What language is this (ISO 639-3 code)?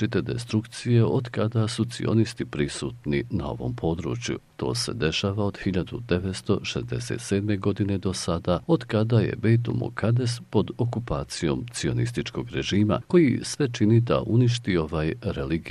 bos